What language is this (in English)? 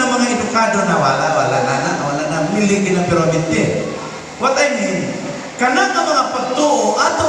Cebuano